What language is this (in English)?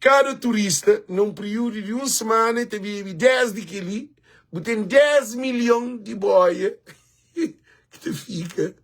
Kabuverdianu